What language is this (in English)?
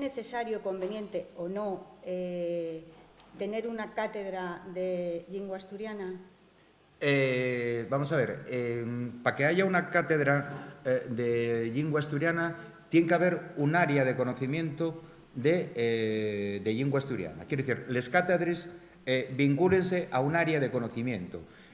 Asturian